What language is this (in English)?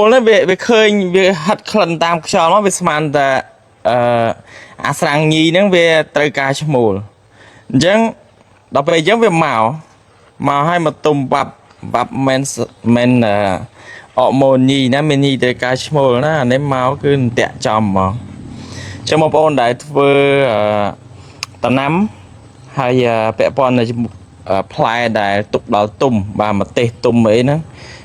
Khmer